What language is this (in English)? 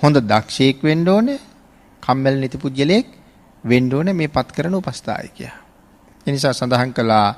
Sinhala